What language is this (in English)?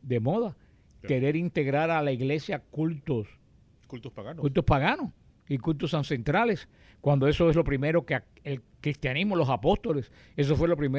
Spanish